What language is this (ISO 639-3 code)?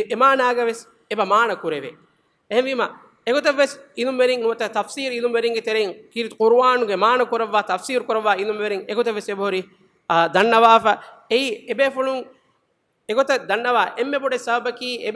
div